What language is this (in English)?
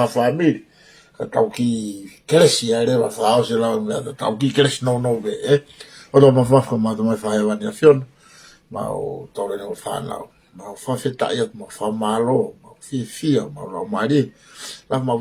Tongan